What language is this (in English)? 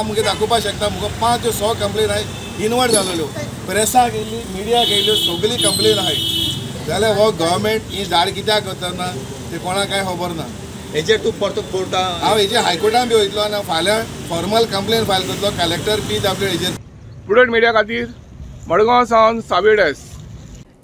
Konkani